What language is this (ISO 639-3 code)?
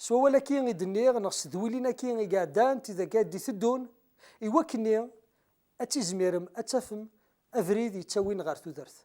kab